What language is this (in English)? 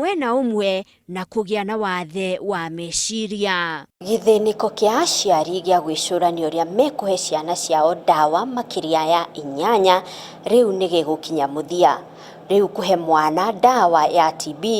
Kikuyu